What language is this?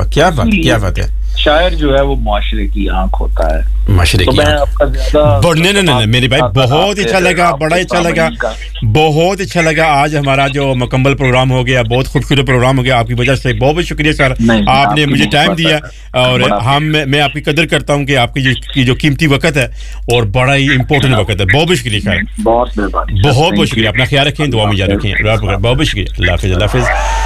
Urdu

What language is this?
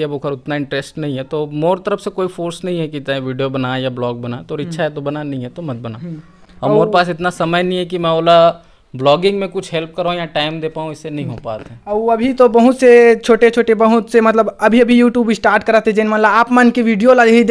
Chhattisgarhi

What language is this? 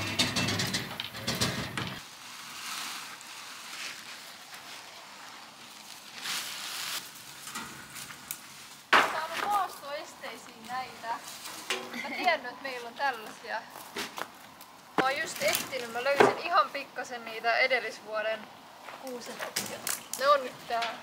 Finnish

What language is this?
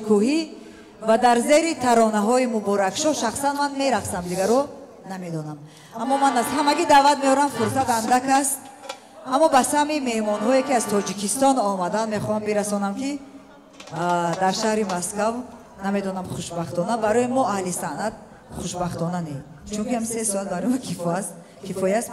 Tajik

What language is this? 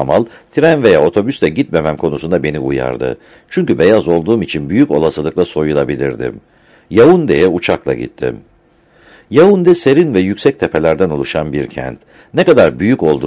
Turkish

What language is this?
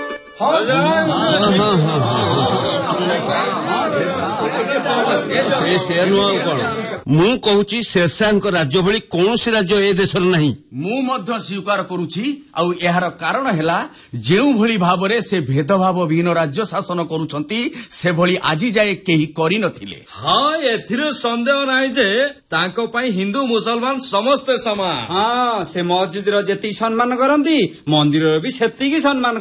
Odia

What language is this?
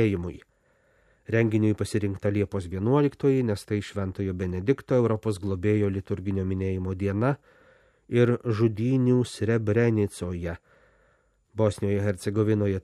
Lithuanian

